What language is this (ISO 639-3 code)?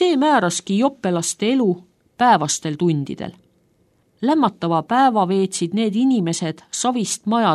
est